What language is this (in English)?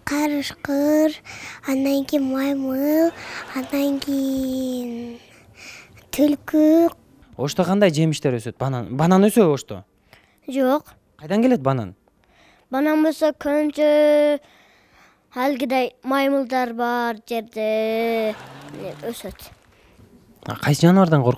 Kyrgyz